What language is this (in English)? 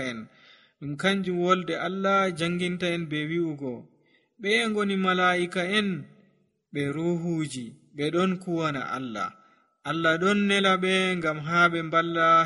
Nigerian Fulfulde